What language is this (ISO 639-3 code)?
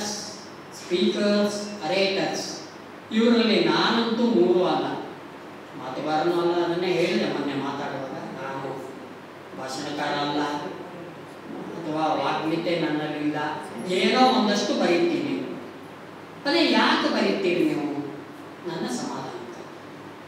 kan